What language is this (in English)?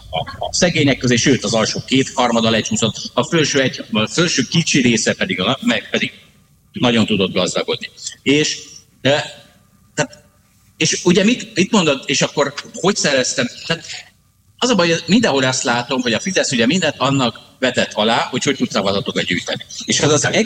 Hungarian